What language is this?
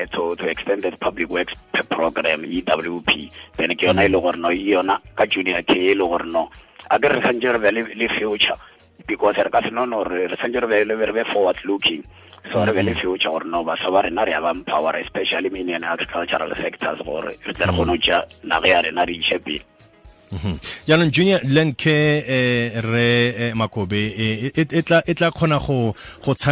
Tswana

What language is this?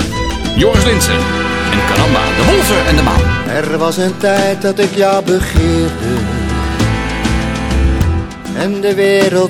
Dutch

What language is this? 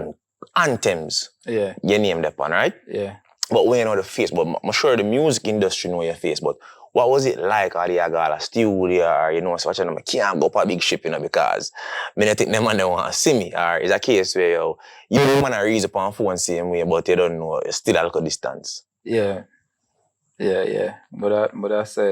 Jamaican Creole English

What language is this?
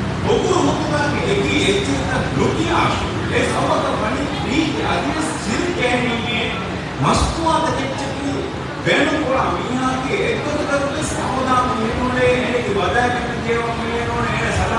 Divehi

